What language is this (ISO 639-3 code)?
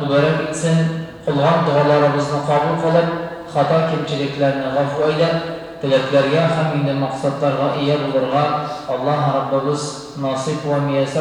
tat